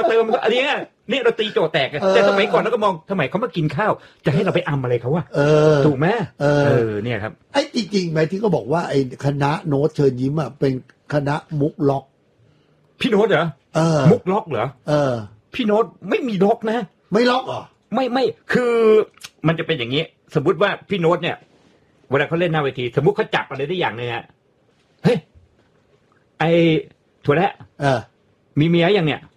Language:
Thai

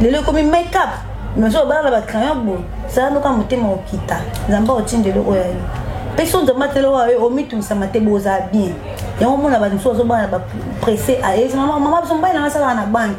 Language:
Lingala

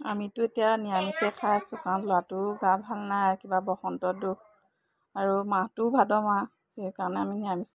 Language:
Assamese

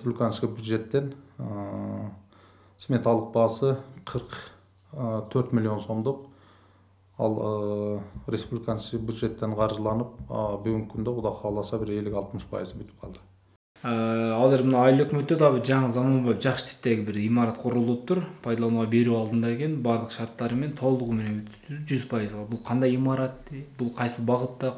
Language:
Kyrgyz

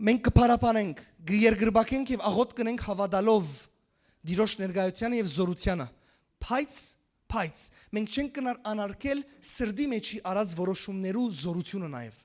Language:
Western Armenian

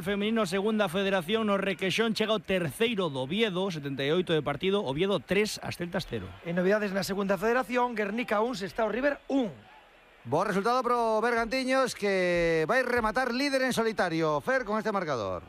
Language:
Galician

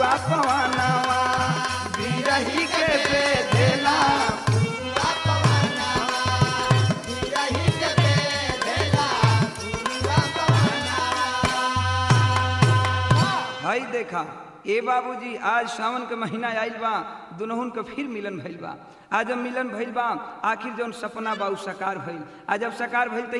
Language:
Bhojpuri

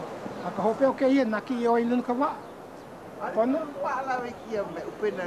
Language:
Hawaiian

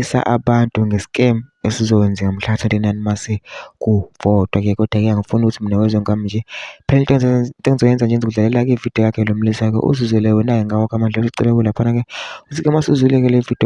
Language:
Zulu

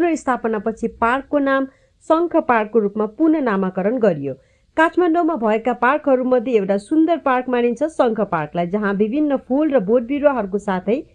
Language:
Nepali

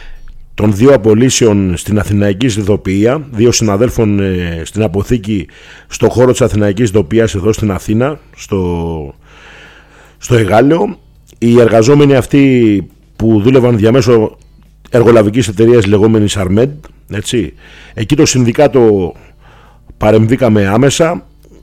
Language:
Greek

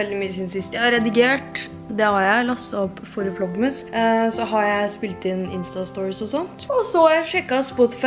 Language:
Norwegian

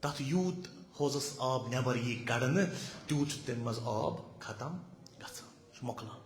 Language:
Kashmiri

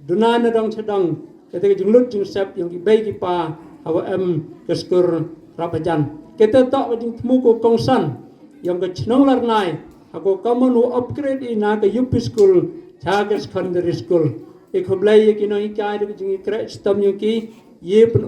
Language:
Pnar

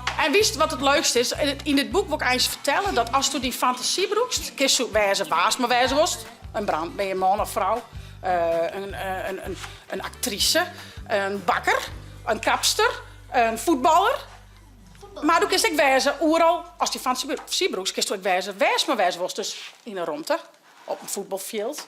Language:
Western Frisian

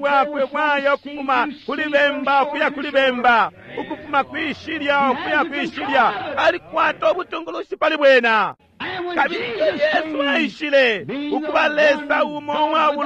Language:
Bemba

